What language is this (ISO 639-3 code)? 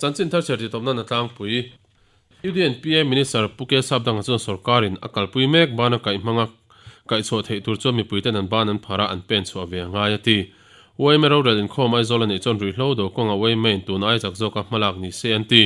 lus